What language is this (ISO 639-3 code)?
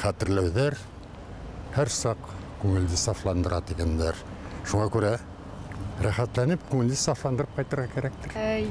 bak